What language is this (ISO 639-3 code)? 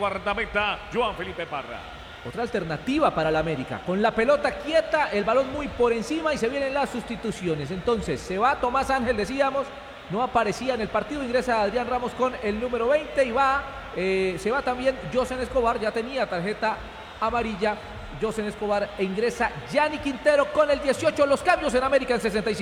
spa